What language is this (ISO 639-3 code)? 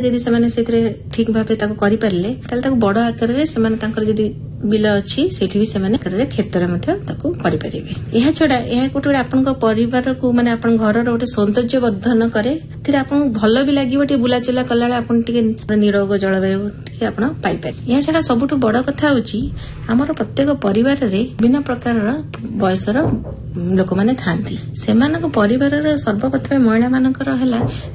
ori